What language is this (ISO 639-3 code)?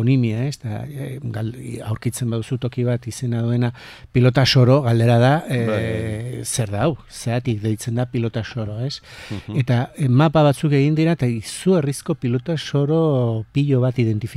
eus